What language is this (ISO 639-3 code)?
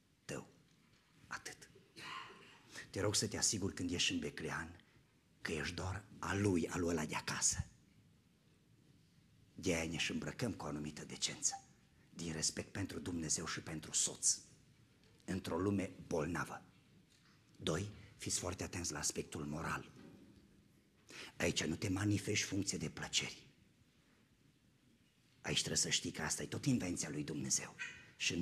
ron